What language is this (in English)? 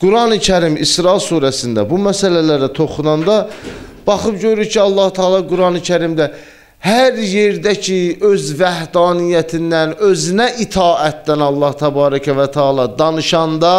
Azerbaijani